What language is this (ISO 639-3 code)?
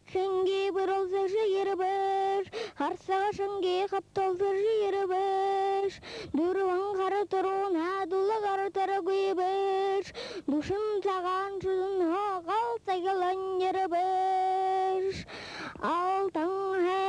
bua